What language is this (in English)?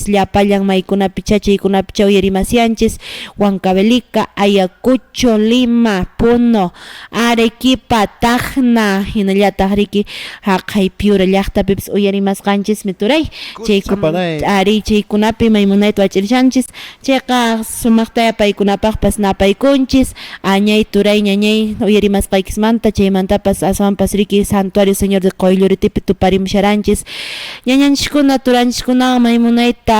Quechua